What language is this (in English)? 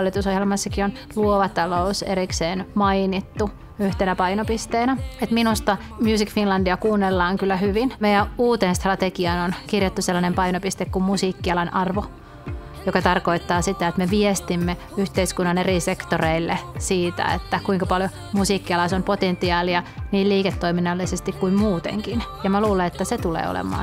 Finnish